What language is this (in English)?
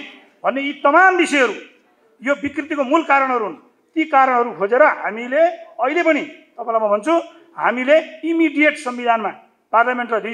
Nepali